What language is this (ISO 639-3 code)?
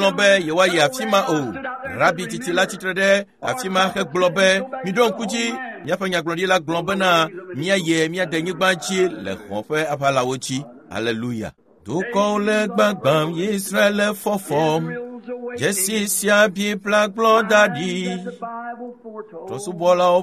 ewe